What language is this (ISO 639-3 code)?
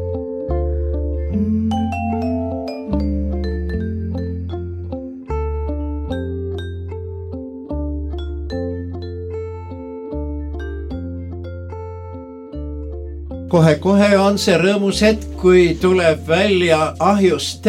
est